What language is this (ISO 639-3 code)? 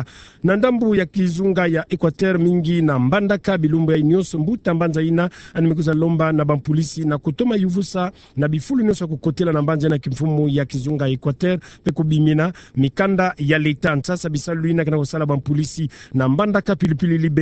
ktu